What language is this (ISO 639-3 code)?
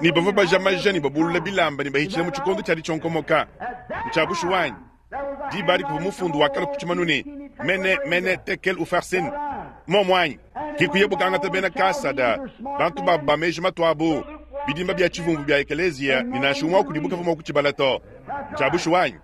lua